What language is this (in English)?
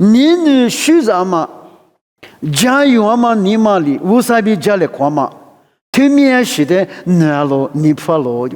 Lisu